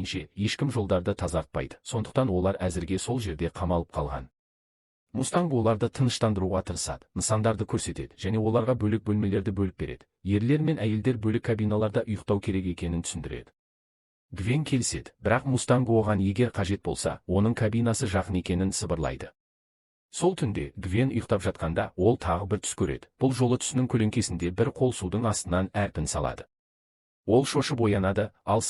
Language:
Kazakh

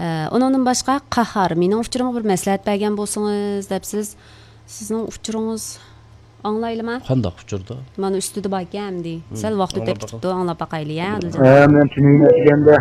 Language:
Uyghur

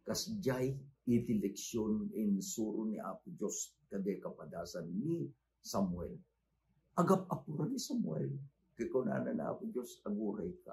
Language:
Iloko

